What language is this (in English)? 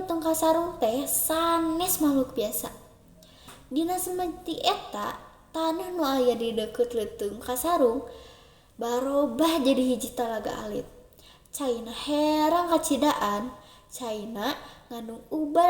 Sundanese